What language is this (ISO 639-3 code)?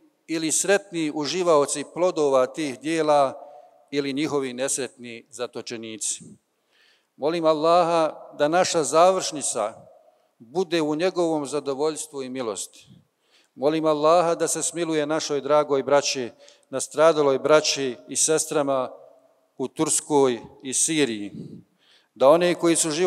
bos